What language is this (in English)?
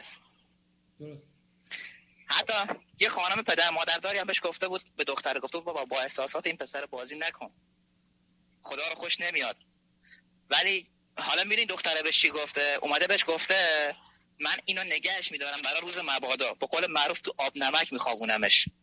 Persian